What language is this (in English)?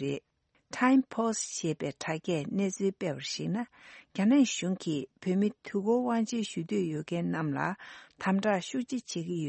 Tibetan